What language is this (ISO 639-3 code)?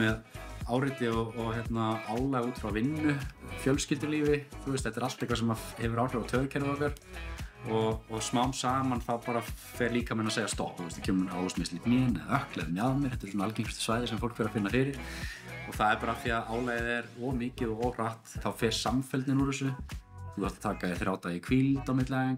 isl